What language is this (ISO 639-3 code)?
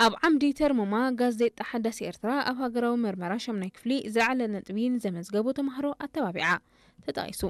tir